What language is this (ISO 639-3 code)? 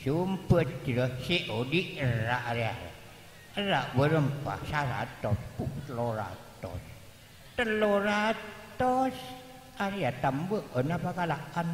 mad